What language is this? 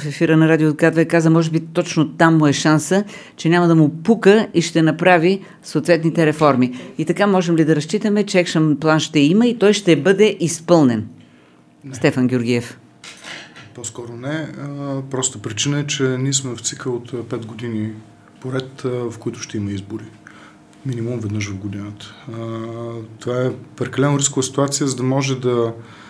Bulgarian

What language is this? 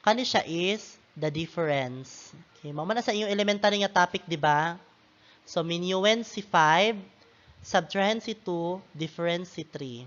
Cebuano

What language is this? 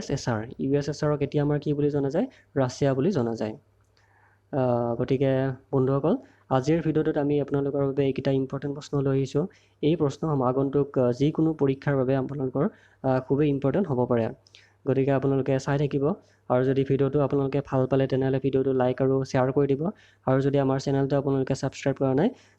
Assamese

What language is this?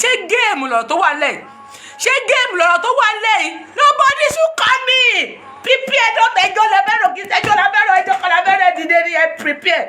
Yoruba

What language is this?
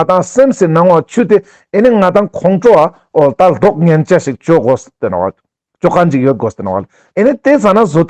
Ladakhi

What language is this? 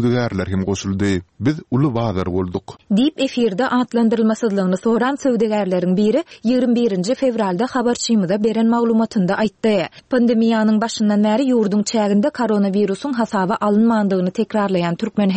Turkmen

